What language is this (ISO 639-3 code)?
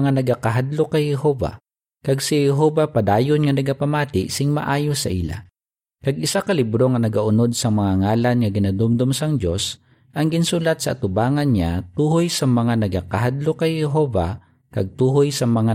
hil